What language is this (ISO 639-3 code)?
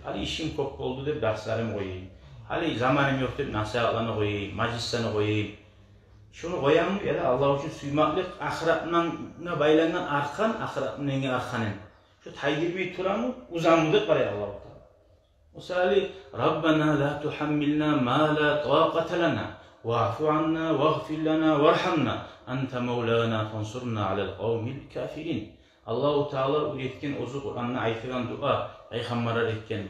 kum